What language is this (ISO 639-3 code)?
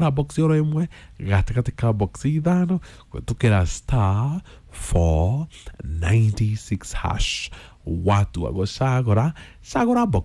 kik